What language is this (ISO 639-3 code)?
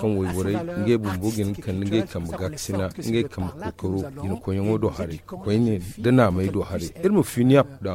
dje